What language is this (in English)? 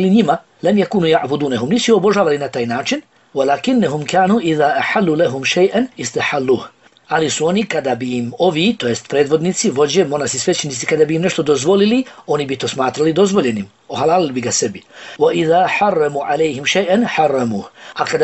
Bosnian